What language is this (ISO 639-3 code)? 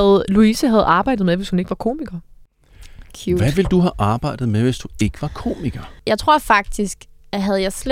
dan